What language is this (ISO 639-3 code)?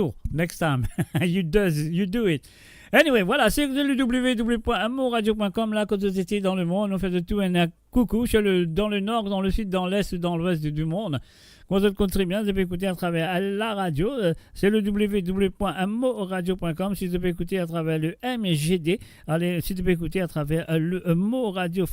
mfe